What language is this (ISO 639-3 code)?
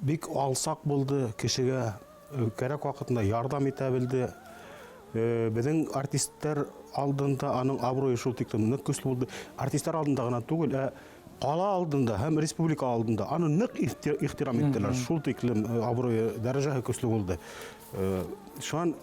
bak